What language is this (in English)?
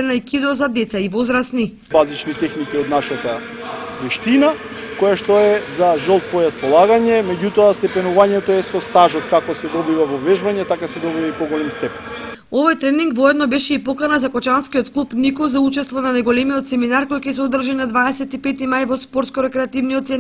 Macedonian